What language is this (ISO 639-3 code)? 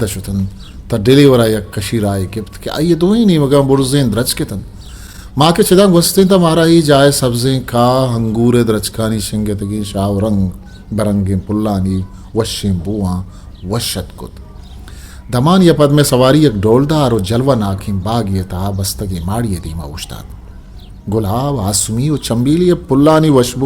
bgp